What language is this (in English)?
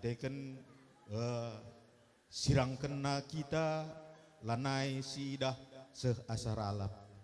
Batak Karo